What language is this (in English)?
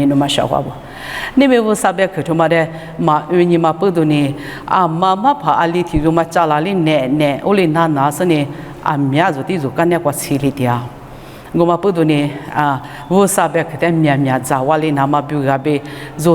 Lisu